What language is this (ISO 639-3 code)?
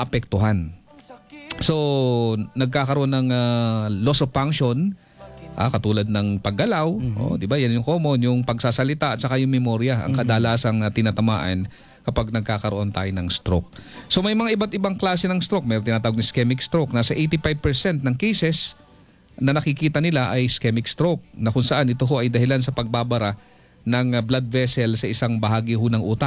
fil